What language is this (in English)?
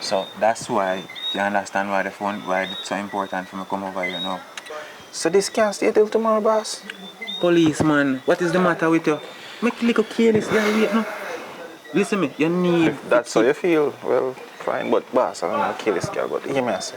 Jamaican Creole English